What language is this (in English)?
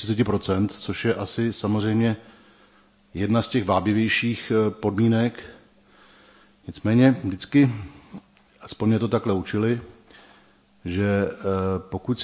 Czech